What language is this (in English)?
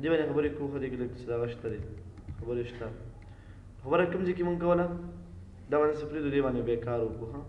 Pashto